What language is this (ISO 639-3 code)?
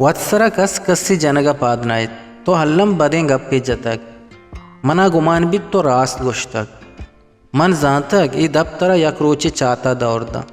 bal